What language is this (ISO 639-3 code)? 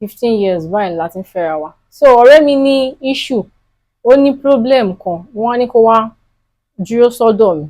yor